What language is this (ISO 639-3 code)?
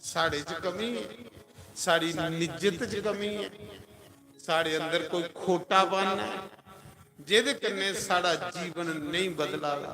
doi